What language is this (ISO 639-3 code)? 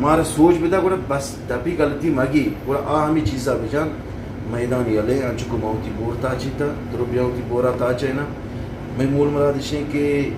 bgp